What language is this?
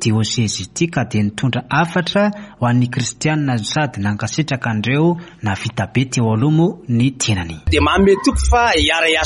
Malagasy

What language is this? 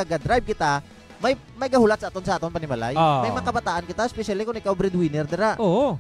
Hiligaynon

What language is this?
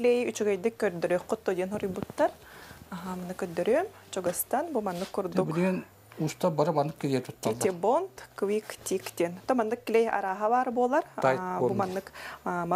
Yakut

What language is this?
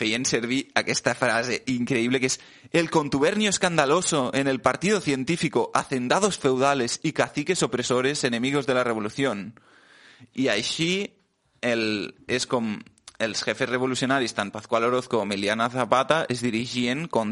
Catalan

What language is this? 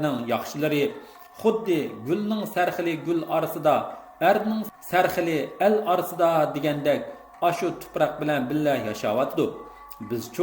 Uyghur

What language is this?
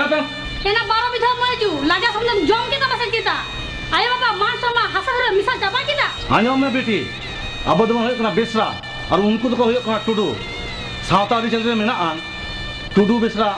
Santali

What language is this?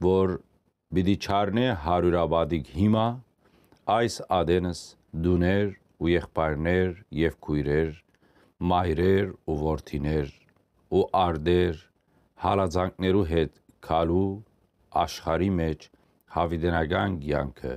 Western Armenian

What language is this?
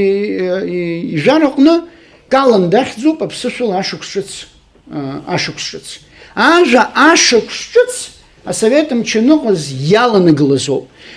Abkhazian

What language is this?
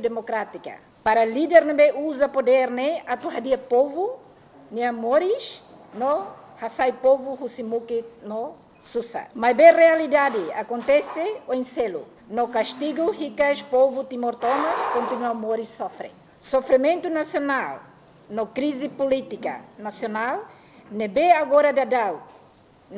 Tetum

